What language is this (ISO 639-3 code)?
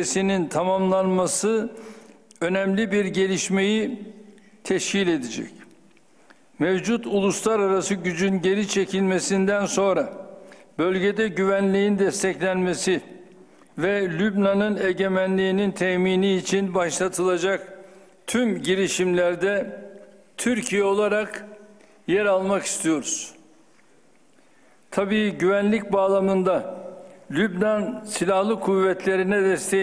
tur